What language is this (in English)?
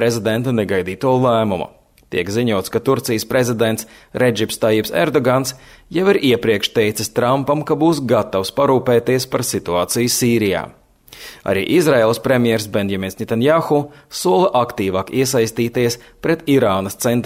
Latvian